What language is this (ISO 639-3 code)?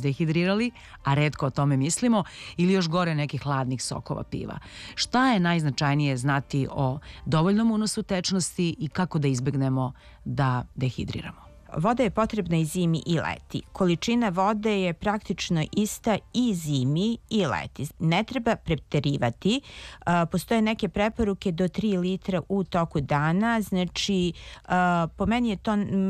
srp